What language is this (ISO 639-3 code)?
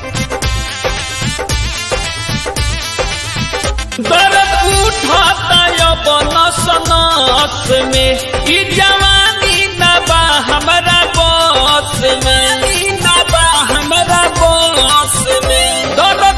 bho